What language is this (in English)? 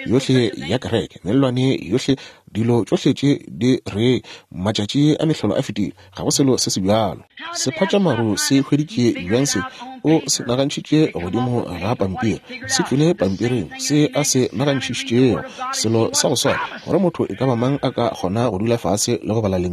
Northern Sotho